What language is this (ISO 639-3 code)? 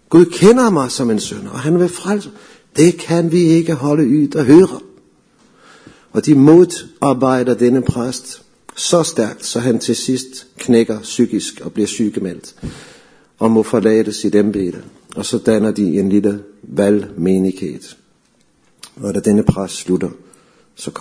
dan